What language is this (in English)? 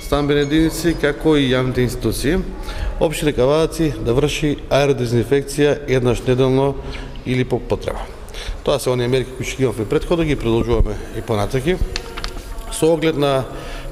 Macedonian